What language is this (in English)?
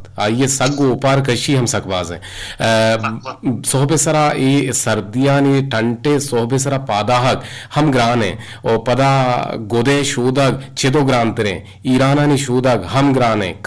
Eastern Balochi